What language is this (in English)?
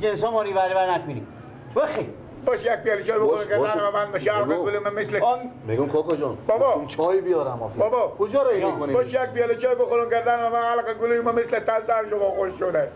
Persian